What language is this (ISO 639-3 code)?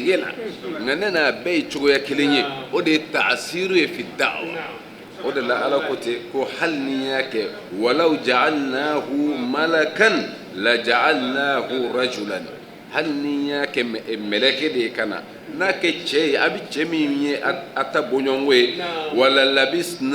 bam